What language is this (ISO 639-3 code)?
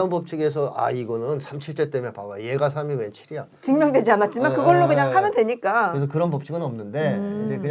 kor